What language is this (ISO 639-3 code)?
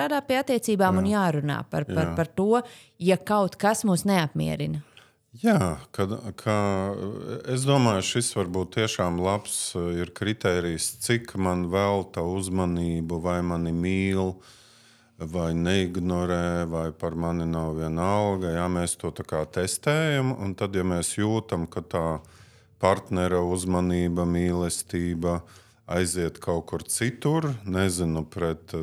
lav